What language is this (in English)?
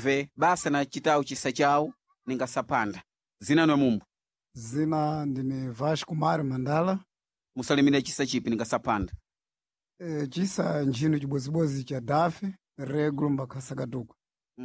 Sena